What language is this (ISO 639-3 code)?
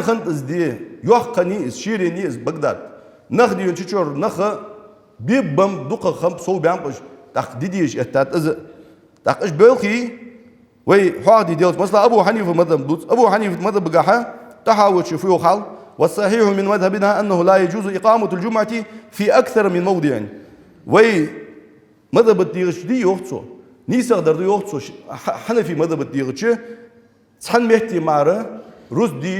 inh